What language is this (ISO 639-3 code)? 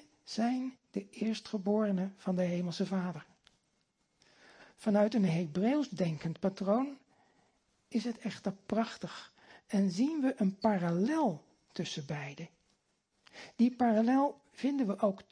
nld